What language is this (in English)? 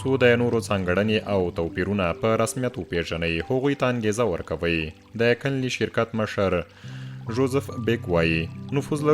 Pashto